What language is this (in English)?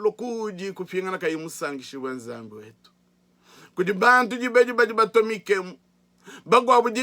Luba-Lulua